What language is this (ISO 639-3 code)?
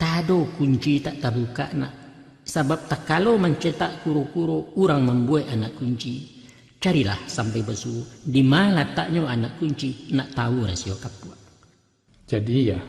min